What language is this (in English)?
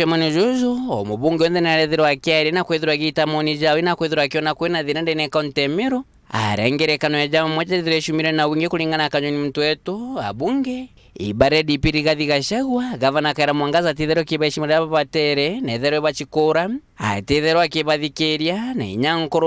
Meru